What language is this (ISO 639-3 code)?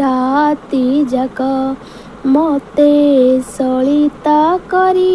ori